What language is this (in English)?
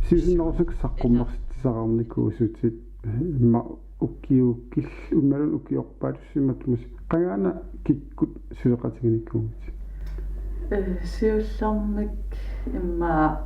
Kalaallisut